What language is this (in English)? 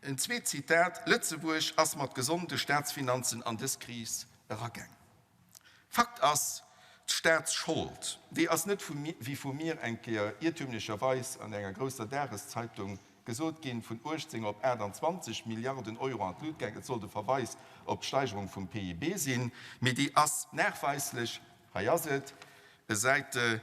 Luxembourgish